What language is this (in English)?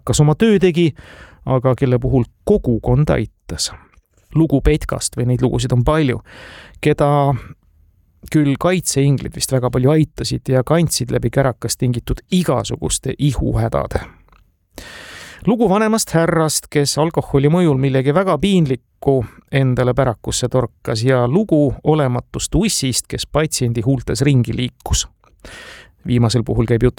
Estonian